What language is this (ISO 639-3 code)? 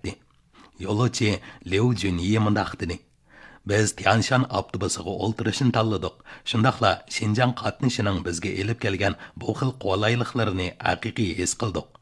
uig